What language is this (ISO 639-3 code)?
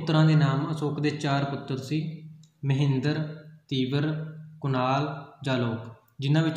pan